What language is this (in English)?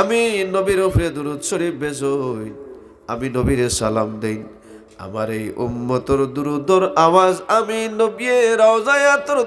Sylheti